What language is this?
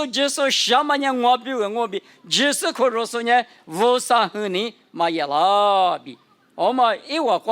Lisu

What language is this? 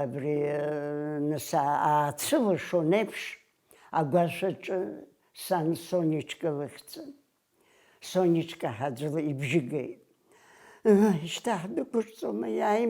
Abkhazian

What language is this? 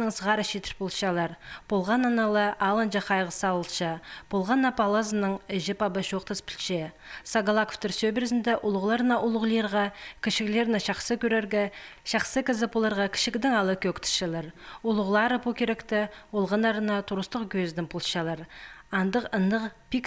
Khakas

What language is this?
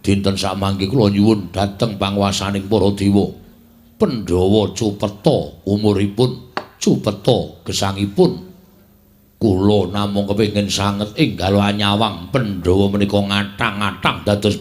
Javanese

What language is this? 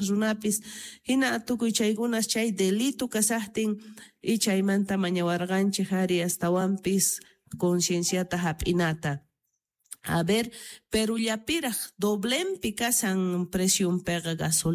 South Bolivian Quechua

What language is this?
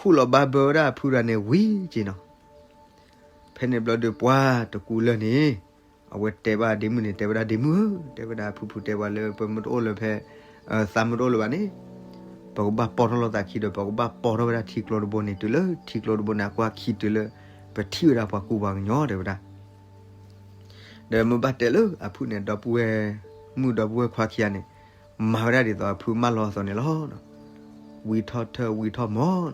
S'gaw Karen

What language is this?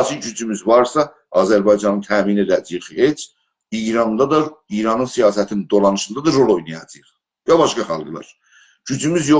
South Azerbaijani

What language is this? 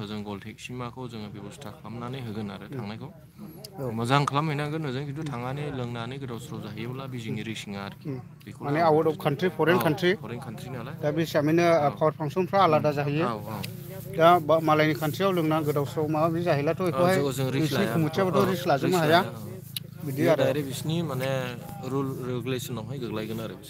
Bodo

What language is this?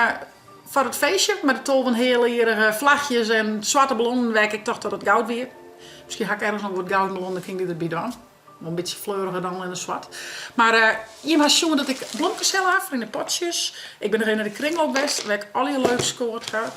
Western Frisian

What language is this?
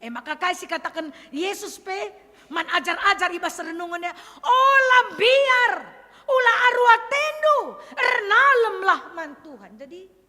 Batak Karo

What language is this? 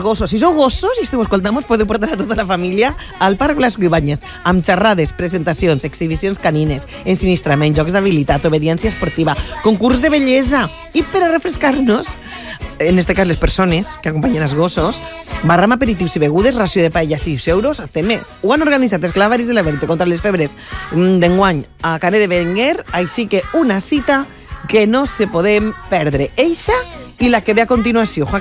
Catalan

